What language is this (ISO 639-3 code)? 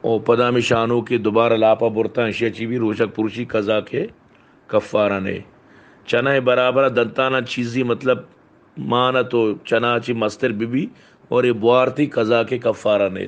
bal